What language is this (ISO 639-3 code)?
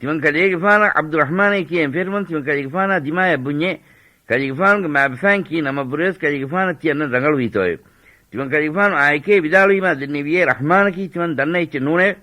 div